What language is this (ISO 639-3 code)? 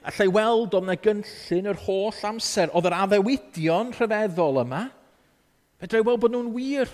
cym